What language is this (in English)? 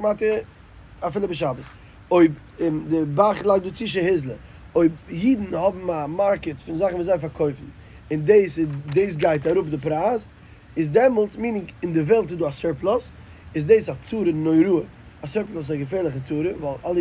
Yiddish